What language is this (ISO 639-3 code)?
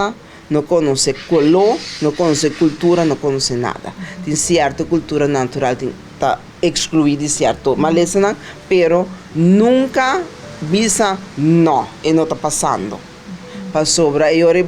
pap